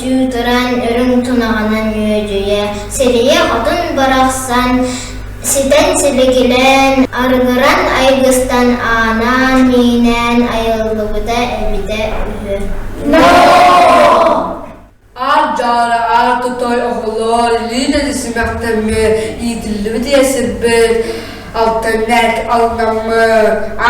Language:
Yakut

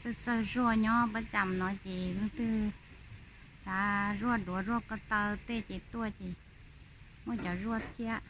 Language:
Hmong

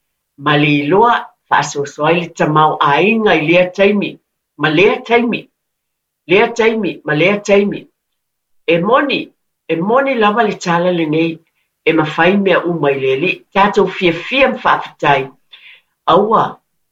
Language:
Samoan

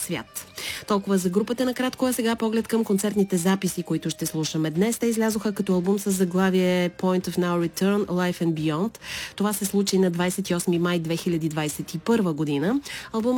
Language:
Bulgarian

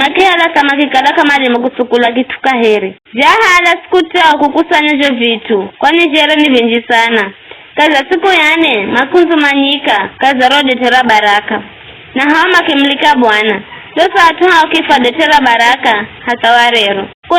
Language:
Giryama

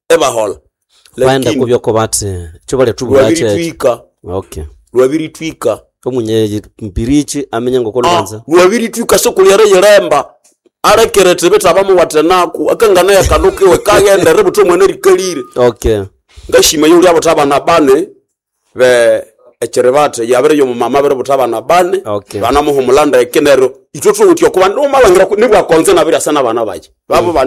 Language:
Nande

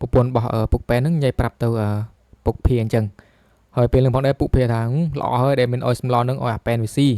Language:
Khmer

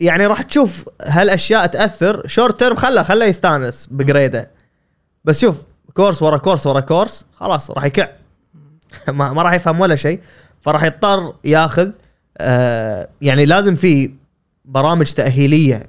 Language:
Gulf Arabic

